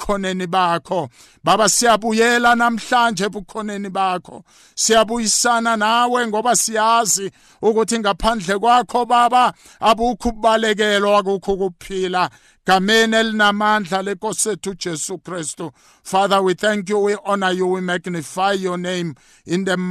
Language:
South Ndebele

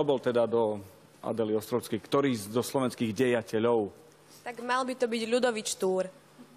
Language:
Slovak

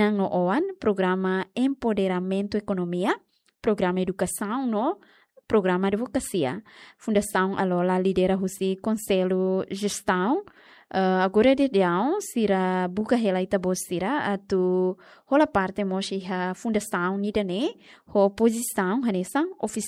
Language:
Tetum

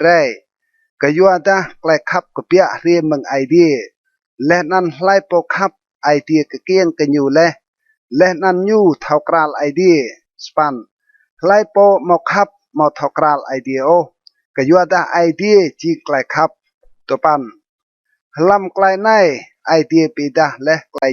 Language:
Rade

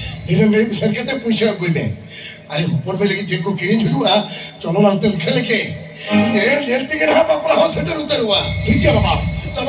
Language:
Santali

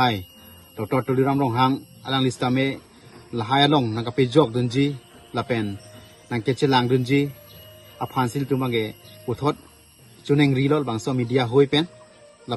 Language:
Karbi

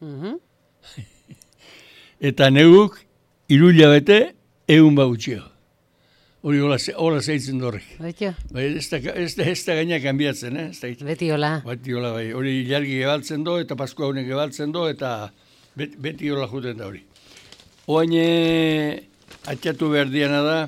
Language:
Basque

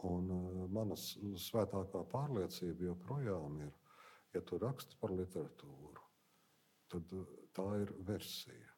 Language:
Latvian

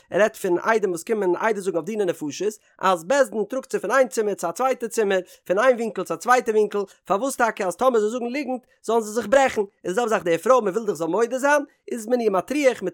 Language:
Yiddish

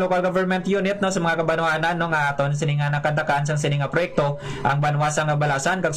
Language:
Hiligaynon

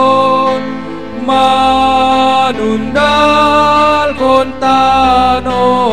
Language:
Batak Simalungun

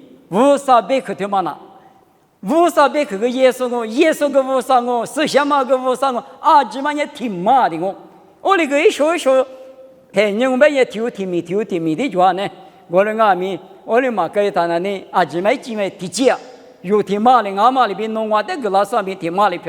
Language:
Lisu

